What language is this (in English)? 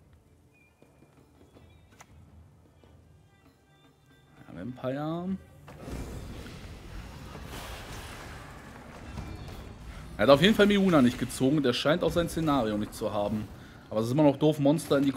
German